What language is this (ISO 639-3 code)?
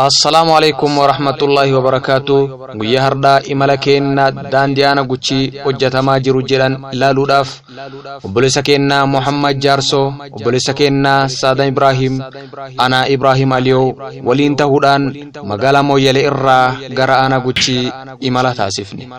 orm